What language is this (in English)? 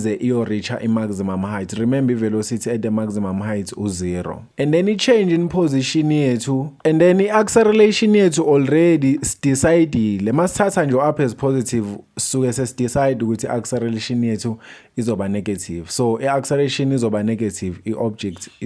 Zulu